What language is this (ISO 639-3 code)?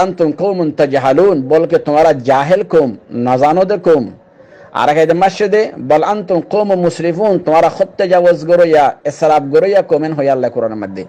rhg